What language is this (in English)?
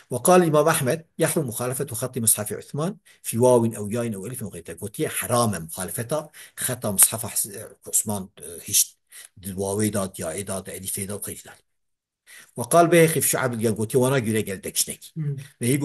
Kurdish